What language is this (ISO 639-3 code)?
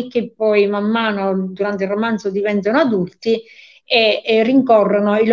ita